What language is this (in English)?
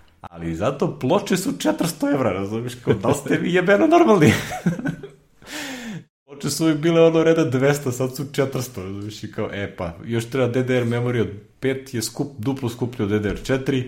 Serbian